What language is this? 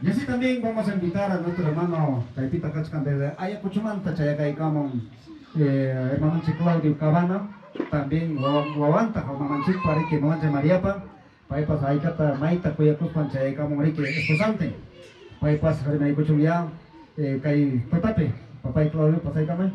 Ayacucho Quechua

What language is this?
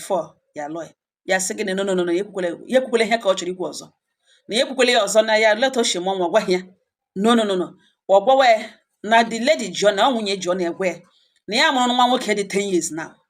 Igbo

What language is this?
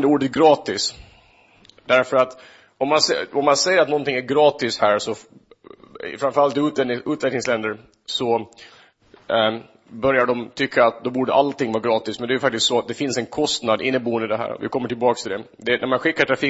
Swedish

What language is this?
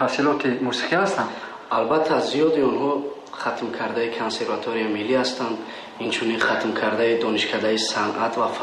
Tajik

